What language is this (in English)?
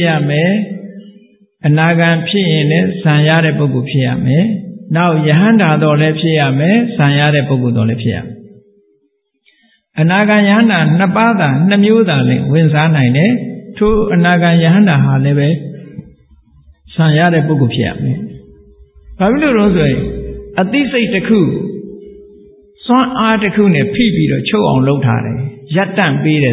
Burmese